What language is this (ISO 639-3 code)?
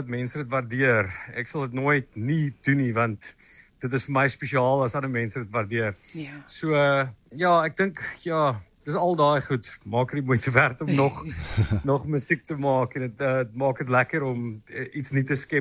afr